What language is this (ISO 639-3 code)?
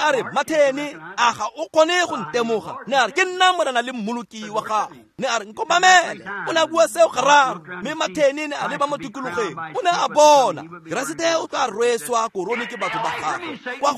tsn